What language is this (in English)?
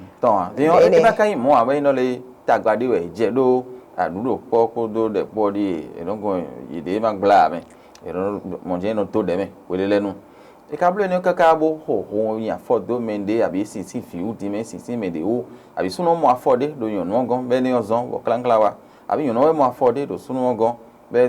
Fon